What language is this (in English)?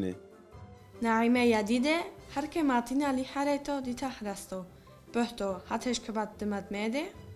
Turoyo